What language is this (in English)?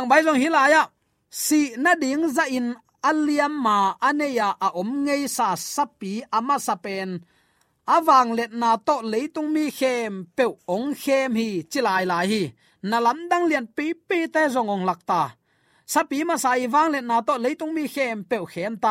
Tedim Chin